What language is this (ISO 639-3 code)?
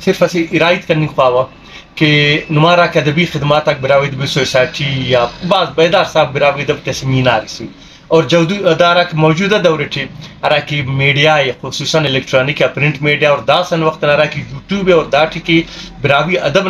brh